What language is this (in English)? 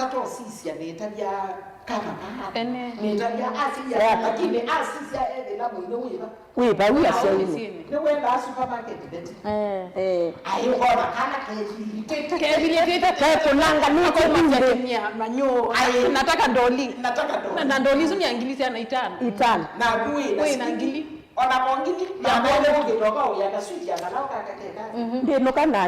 Kamba